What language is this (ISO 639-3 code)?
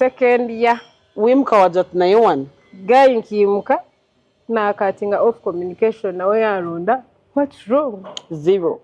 nyn